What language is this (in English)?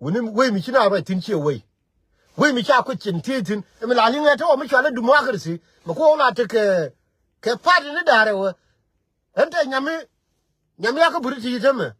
Nuer